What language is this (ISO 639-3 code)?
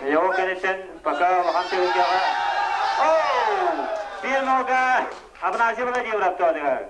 sah